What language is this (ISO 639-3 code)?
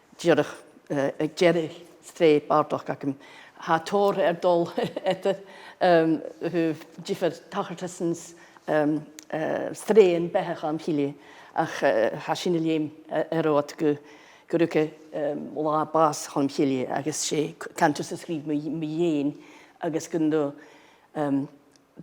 gla